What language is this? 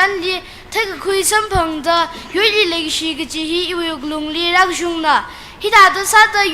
Tangkhul Naga (India)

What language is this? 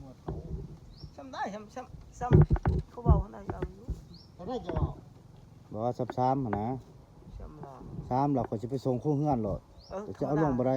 Northeastern Thai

